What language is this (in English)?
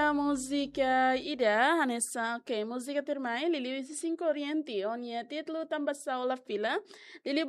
Tetum